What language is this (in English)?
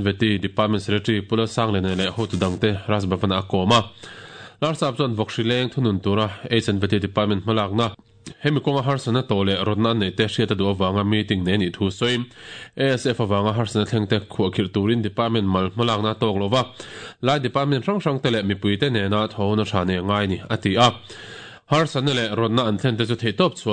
Mizo